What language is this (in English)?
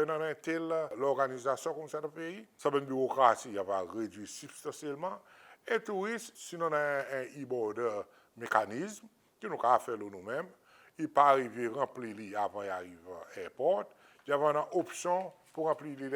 Seselwa Creole French